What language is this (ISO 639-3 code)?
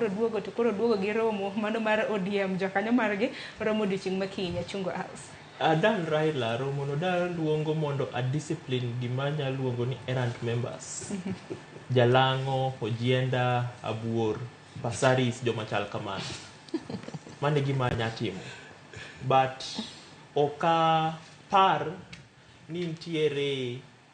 luo